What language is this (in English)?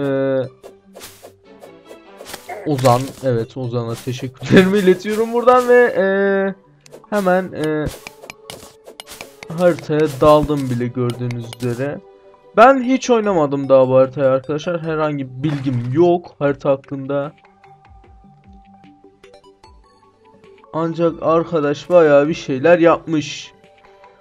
Turkish